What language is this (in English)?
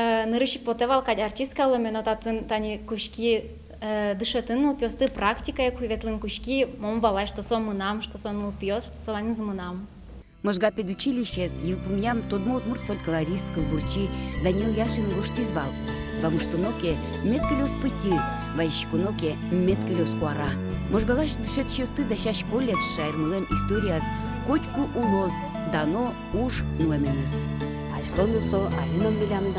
Udmurt